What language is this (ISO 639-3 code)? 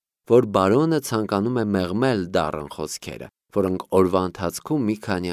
hye